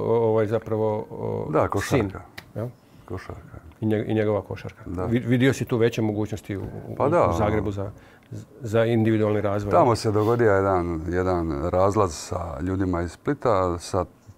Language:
Croatian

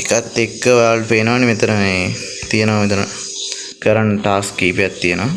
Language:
Sinhala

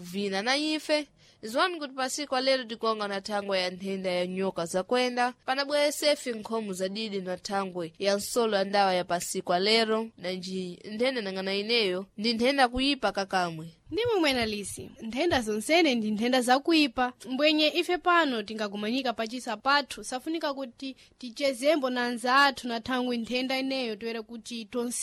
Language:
Sena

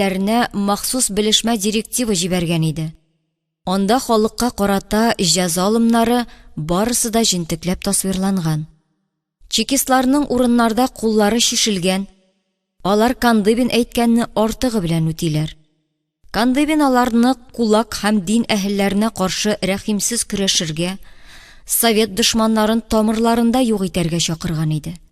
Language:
Tatar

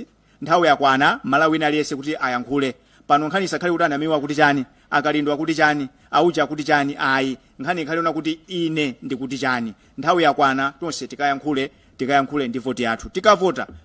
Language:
Nyanja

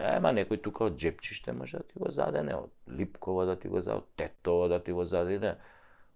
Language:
Macedonian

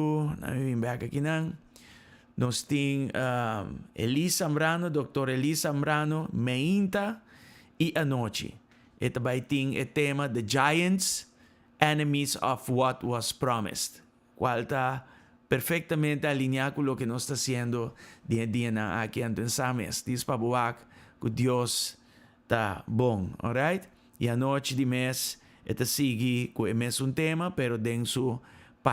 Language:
Papiamento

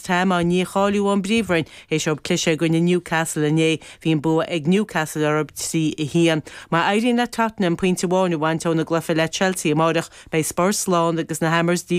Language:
Irish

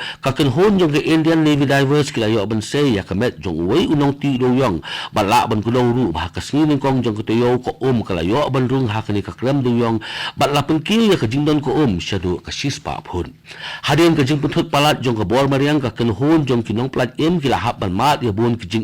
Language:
Khasi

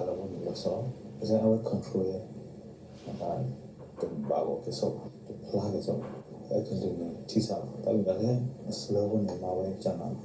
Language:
S'gaw Karen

